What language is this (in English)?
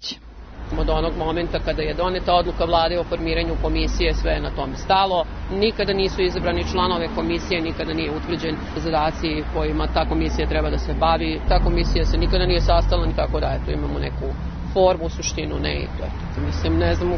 Serbian